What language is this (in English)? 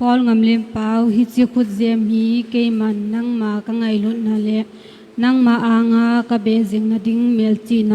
Thado Chin